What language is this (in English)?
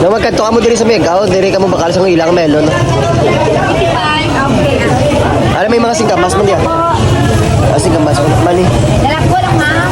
Hiligaynon